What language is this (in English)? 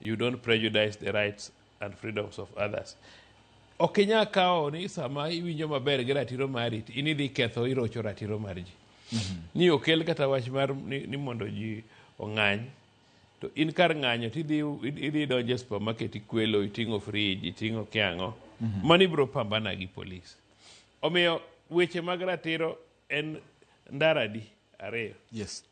Luo (Kenya and Tanzania)